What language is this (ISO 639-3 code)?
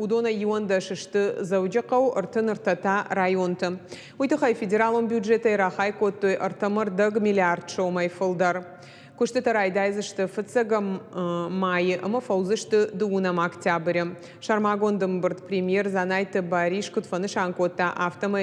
oss